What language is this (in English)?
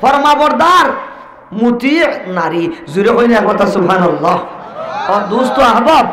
Sylheti